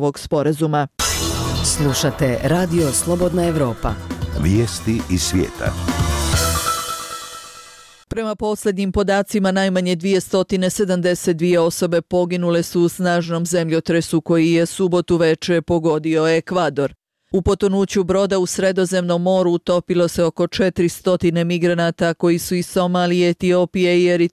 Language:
Bosnian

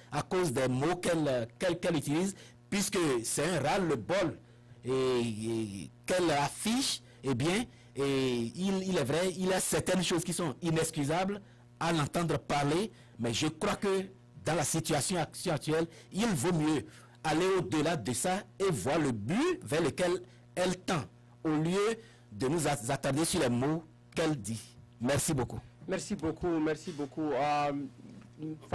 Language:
French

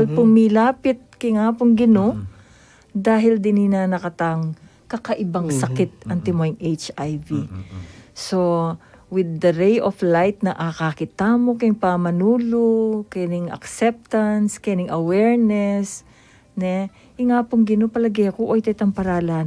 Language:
Pampanga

